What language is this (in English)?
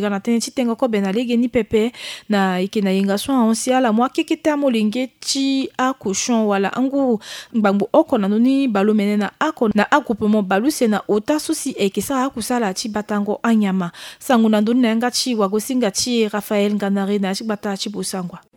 Sango